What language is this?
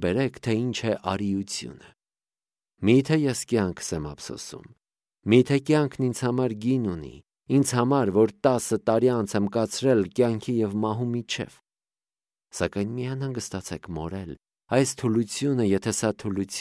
Armenian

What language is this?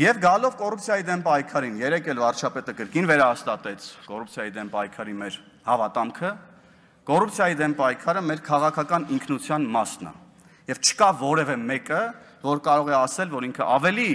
Armenian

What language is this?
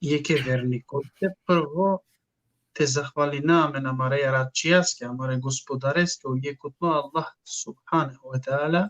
Balkan Romani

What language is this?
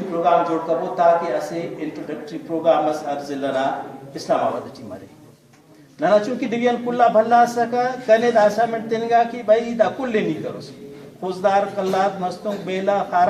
Brahui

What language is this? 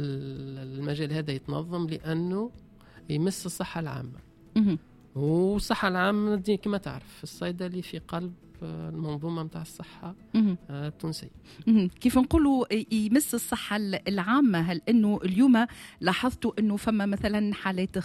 Tunisian Arabic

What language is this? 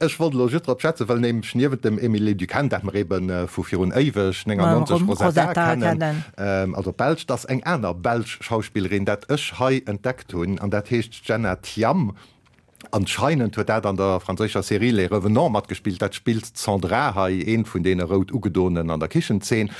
Luxembourgish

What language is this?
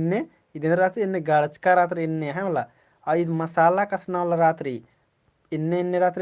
Kurukh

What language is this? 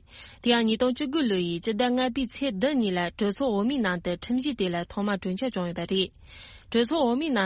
Tibetan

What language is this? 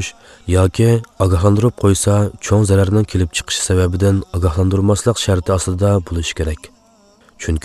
Uyghur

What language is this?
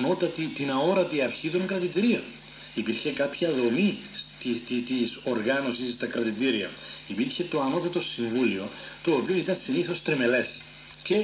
Greek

